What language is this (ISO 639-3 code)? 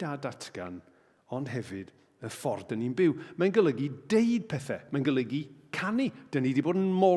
cym